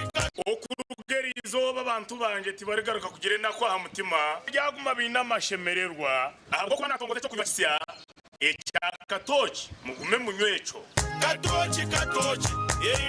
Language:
Nyankole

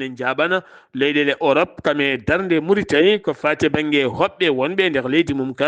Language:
Fula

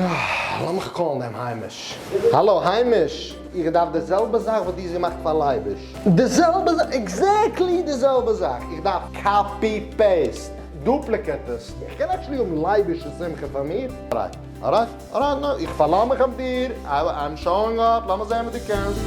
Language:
Yiddish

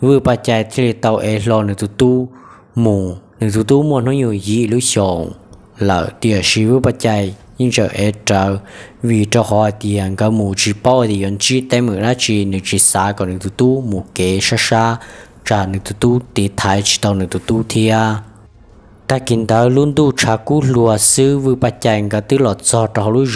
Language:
Hmong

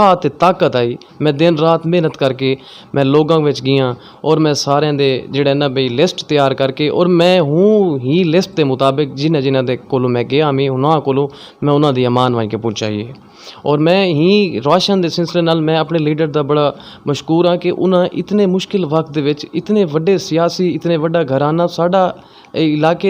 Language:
Western Panjabi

